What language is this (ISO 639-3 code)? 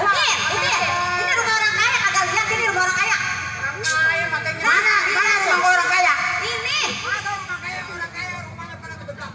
bew